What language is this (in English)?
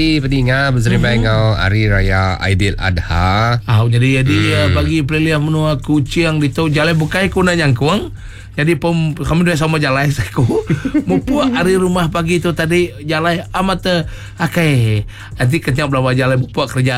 Iban